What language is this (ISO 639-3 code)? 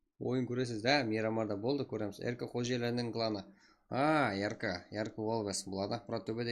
kaa